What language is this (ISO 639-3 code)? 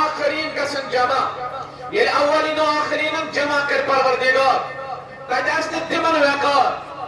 kas